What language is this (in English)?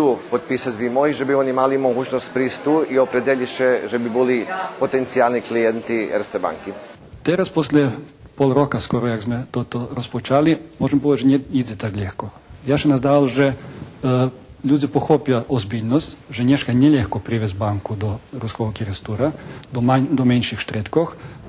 Rusyn